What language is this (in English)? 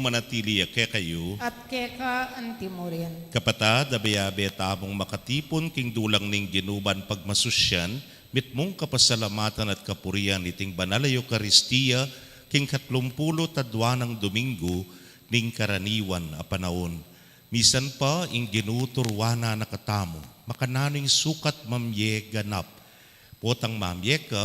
Pampanga